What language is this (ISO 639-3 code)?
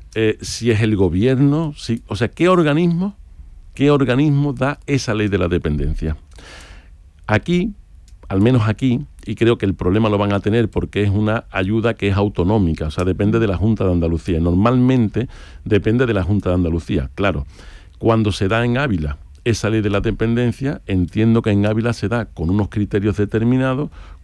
spa